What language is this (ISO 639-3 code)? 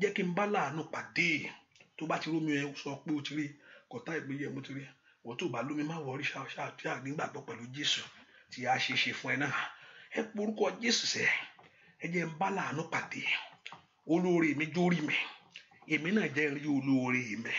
yor